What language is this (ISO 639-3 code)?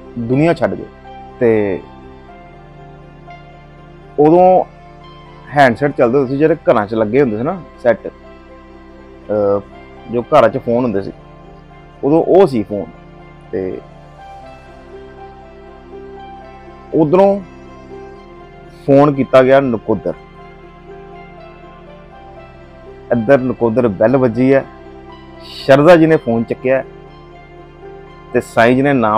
pan